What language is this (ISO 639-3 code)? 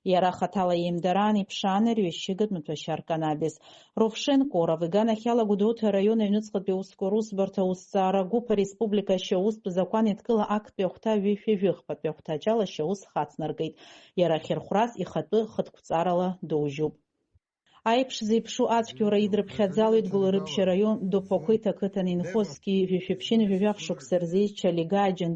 abk